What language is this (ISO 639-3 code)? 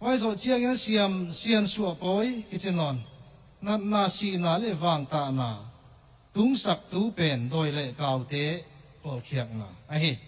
ctd